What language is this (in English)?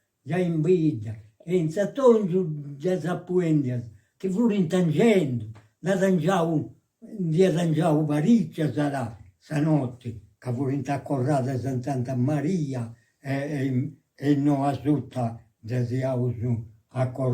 Sardinian